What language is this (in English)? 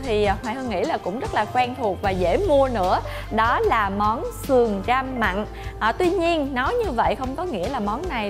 Vietnamese